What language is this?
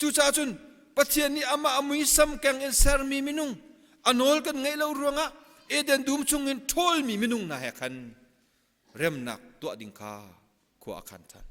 Hakha Chin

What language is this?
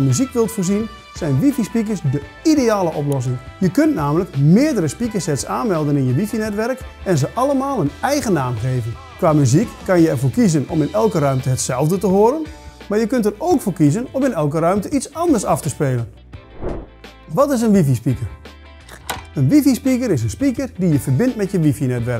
Dutch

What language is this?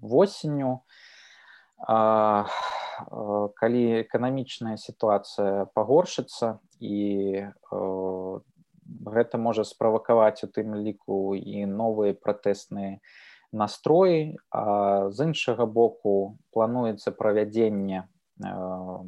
Belarusian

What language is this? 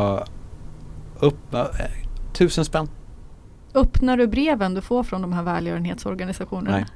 Swedish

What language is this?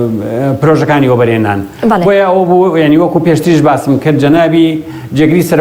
Central Kurdish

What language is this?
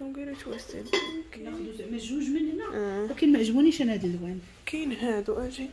Moroccan Arabic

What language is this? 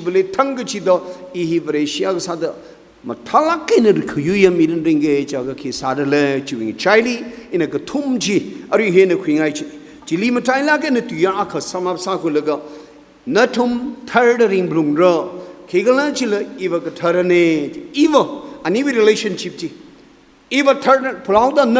Tangkhul Naga (India)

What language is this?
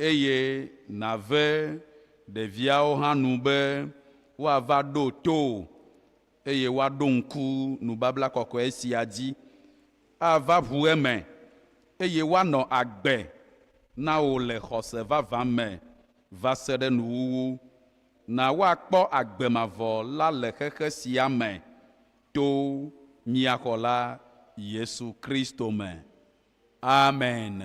Ewe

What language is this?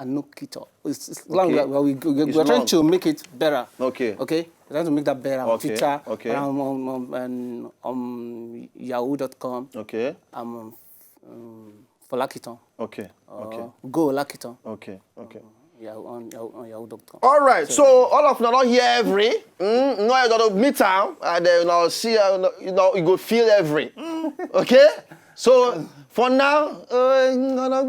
Nigerian Pidgin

